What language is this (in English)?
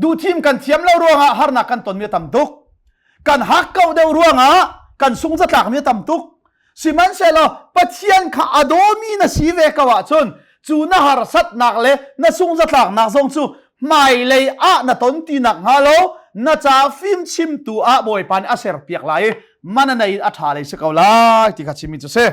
Hakha Chin